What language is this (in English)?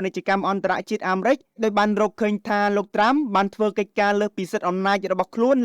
Khmer